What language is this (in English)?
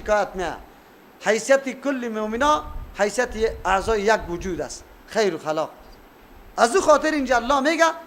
Persian